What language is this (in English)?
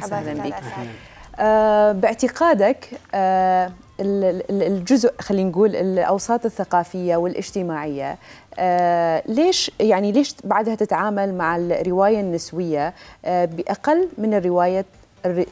Mesopotamian Arabic